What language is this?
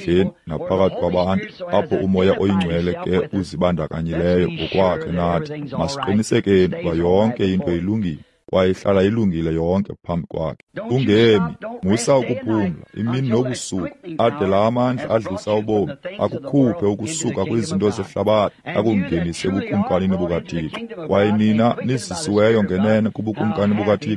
Xhosa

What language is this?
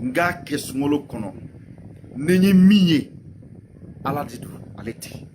Bambara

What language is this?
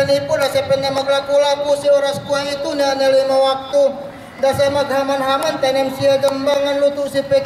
Yakan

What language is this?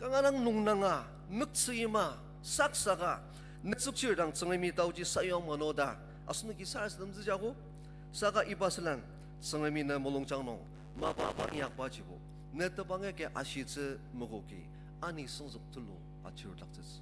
Ao Naga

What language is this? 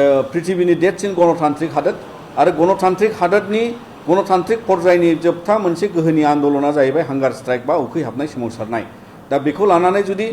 Bodo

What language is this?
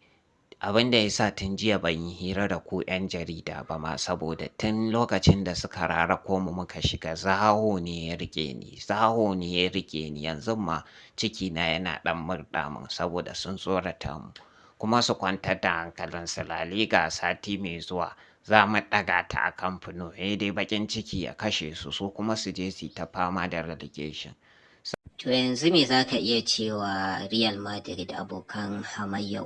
Hausa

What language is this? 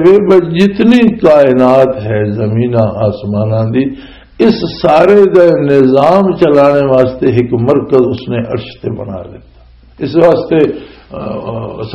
Western Panjabi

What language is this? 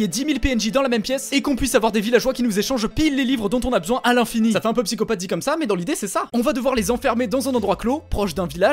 French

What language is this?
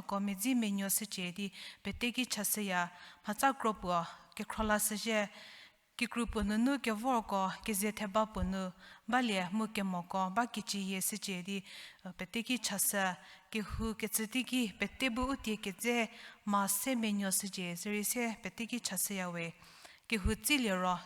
Angami Naga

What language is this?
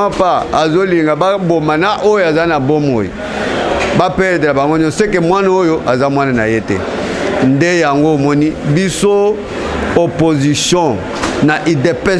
Lingala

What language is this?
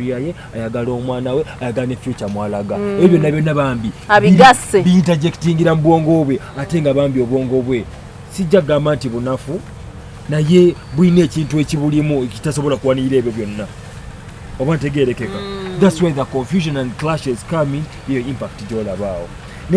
Ganda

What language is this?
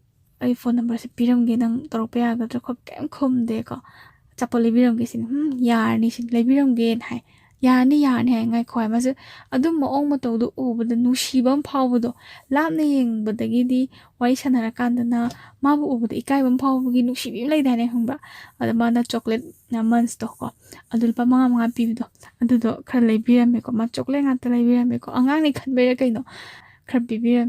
Manipuri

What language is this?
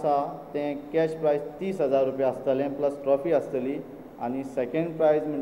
Konkani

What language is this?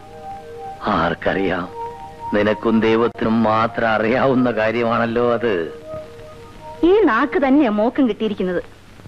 Malayalam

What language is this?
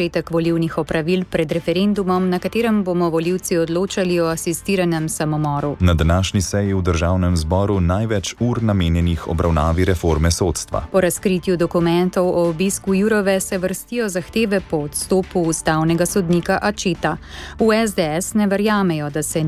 Slovenian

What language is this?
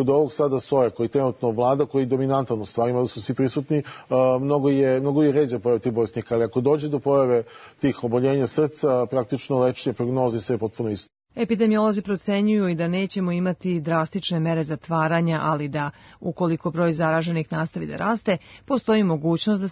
Serbian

